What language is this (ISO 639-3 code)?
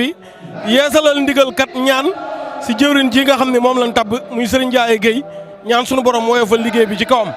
wol